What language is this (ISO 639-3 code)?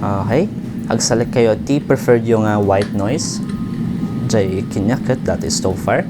ilo